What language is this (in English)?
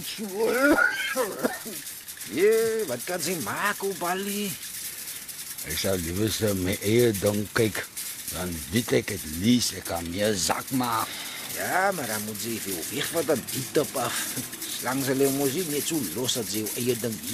Afrikaans